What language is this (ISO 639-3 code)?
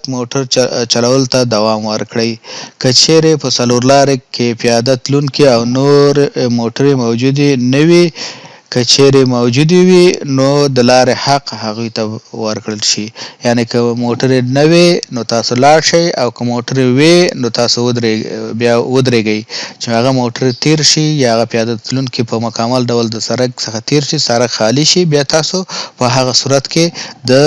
pus